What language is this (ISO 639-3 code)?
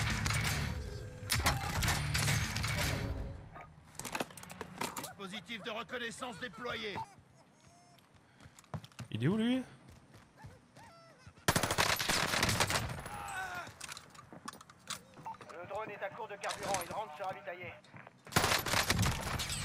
fra